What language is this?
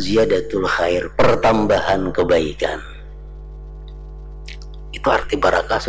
Indonesian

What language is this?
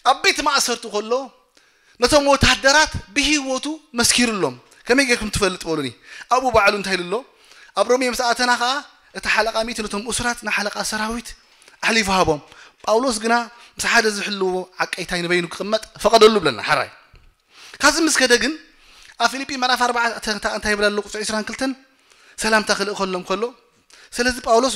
Tigrinya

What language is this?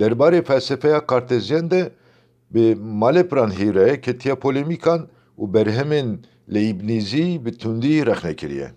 Kurdish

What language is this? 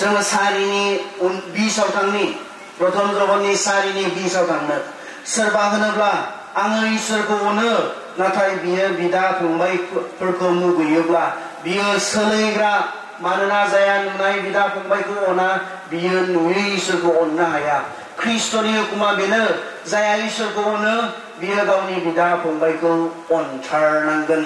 Bodo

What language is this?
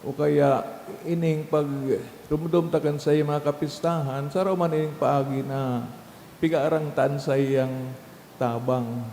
Bikol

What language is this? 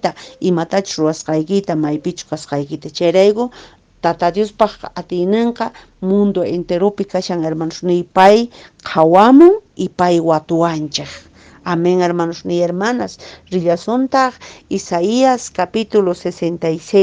Quechua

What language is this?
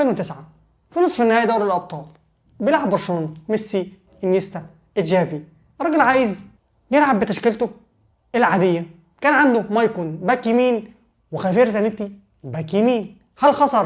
Egyptian Arabic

